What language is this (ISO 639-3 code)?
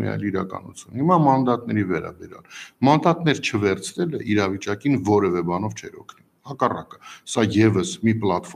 hye